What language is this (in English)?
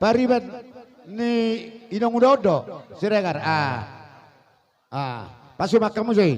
Batak Toba